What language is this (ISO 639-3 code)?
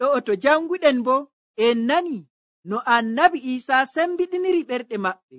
fuv